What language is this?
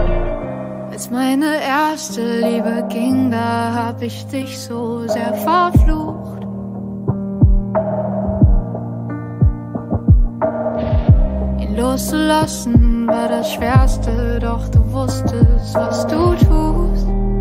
German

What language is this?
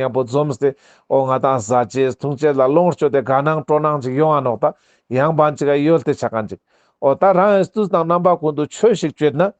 Ladakhi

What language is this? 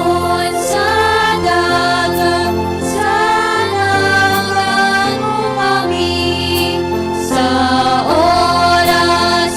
Hiligaynon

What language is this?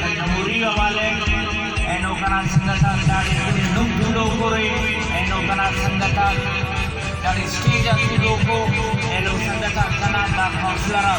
Brahui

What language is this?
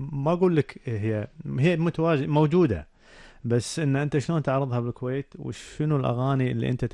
Gulf Arabic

